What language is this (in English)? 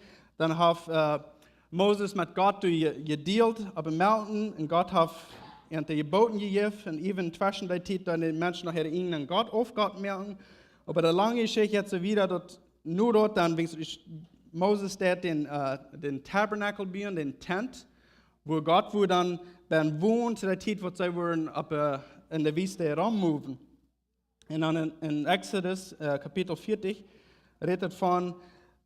Plautdietsch